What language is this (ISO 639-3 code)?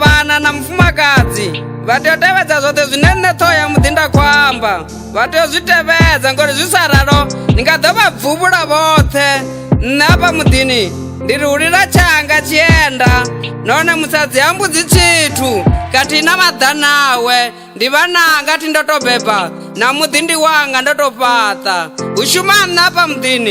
ven